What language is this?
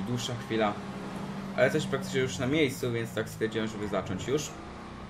Polish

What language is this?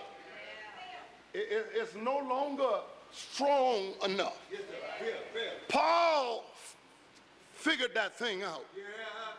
English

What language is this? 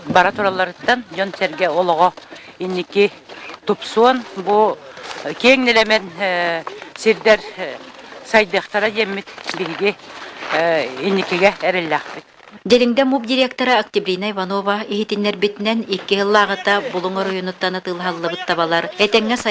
Yakut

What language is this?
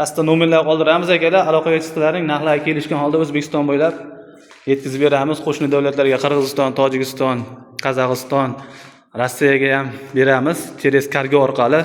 Uzbek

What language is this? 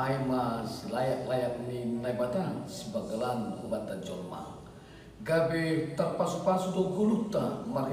Batak Simalungun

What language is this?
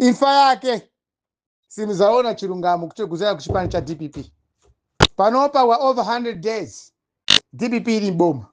Nyanja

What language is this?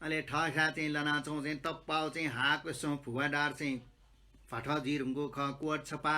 Newari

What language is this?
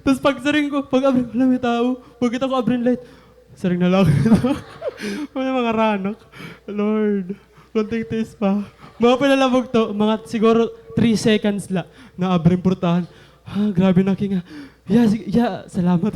Waray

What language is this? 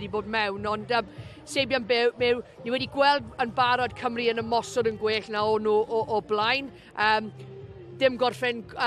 Welsh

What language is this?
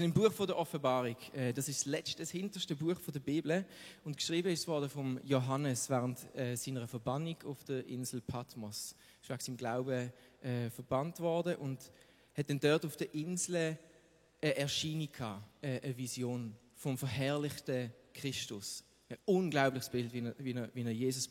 Swiss German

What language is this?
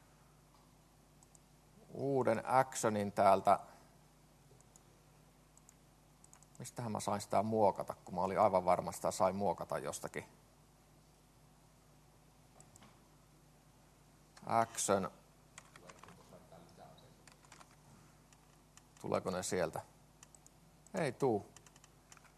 Finnish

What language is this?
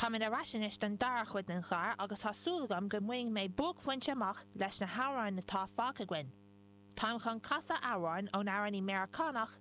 Irish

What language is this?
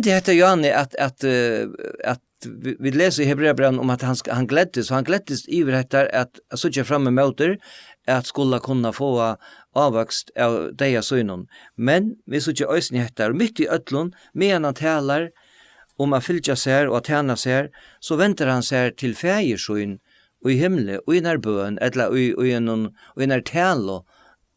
Faroese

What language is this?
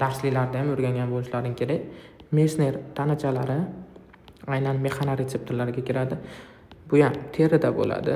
Uzbek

